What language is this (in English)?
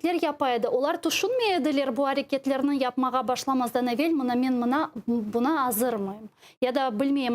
Crimean Tatar